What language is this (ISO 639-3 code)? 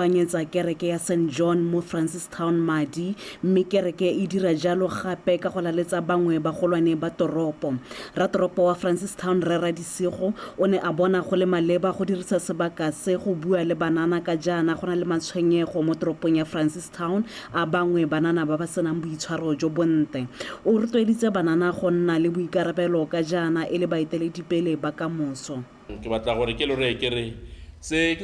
tsn